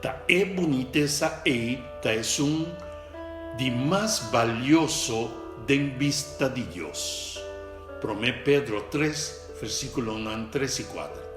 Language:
Papiamento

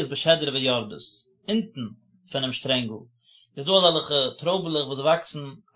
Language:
Yiddish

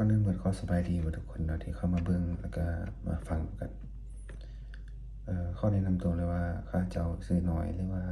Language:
Lao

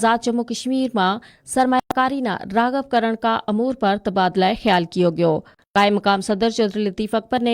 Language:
Gujari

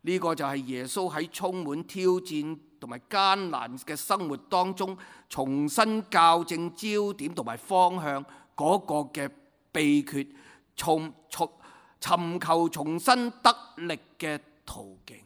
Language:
Cantonese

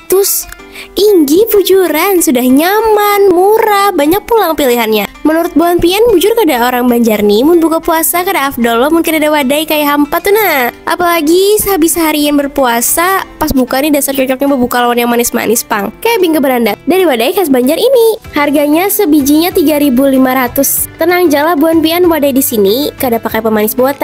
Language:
Banjar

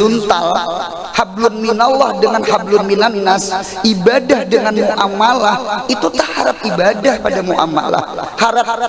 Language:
Banjar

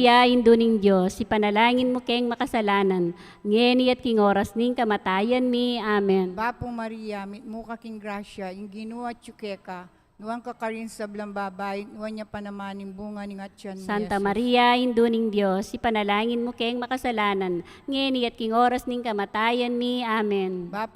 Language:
Pampanga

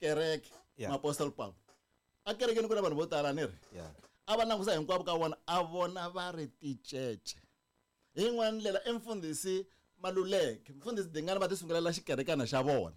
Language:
Tsonga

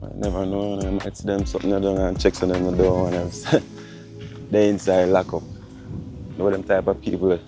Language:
Jamaican Creole English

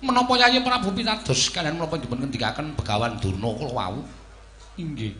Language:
Javanese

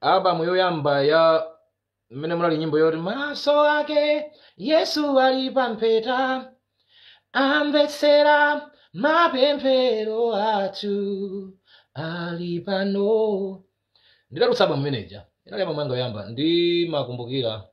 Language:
Nyanja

